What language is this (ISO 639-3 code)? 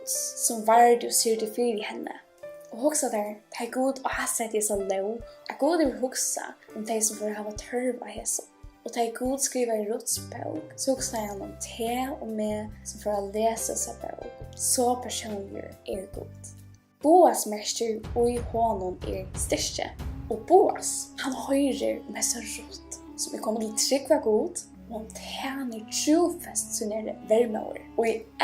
fao